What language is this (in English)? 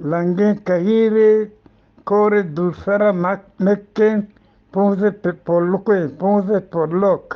Eastern Balochi